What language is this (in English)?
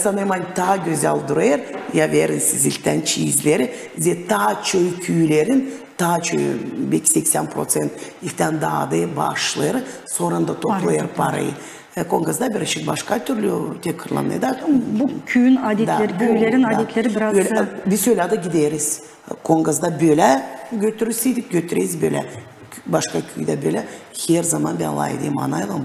Gagauz